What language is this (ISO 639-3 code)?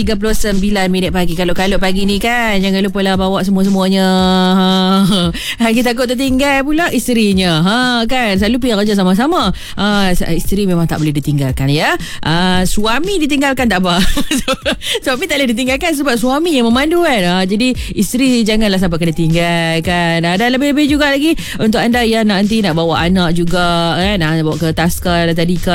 msa